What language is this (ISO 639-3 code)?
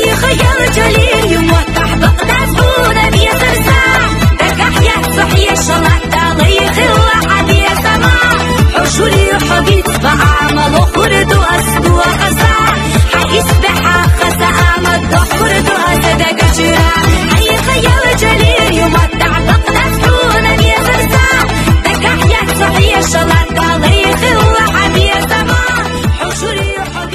che